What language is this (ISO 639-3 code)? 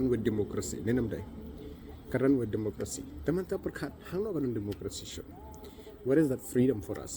kha